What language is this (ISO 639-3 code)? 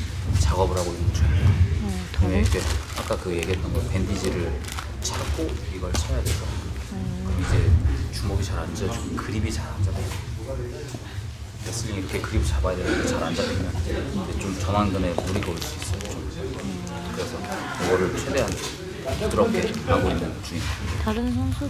kor